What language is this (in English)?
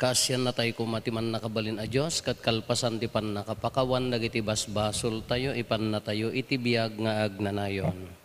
Iloko